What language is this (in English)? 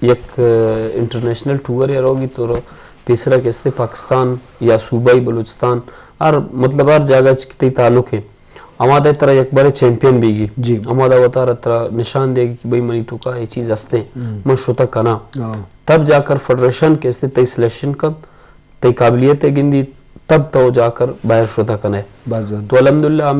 Eastern Balochi